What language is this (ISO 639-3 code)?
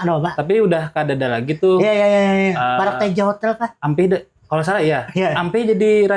bjn